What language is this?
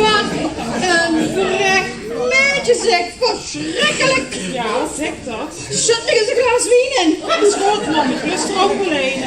Limburgish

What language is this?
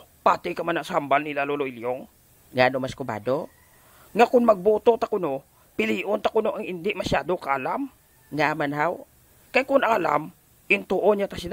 Hiligaynon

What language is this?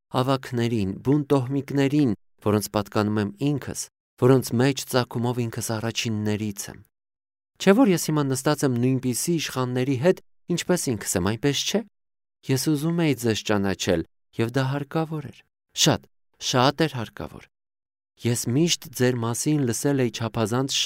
Armenian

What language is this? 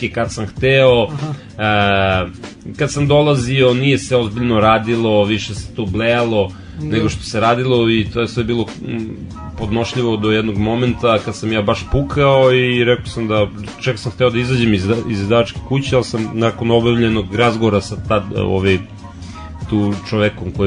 Serbian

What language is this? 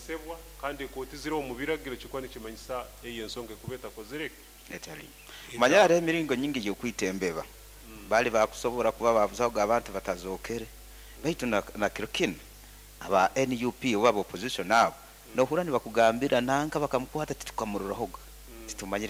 Nyoro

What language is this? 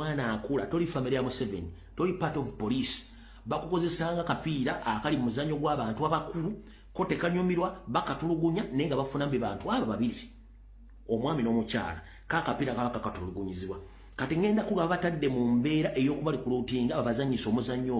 Ganda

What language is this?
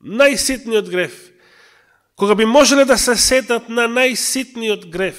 Macedonian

